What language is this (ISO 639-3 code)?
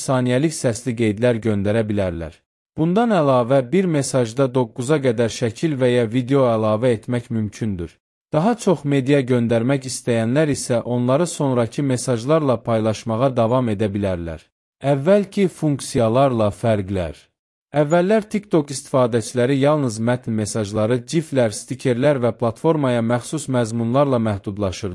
aze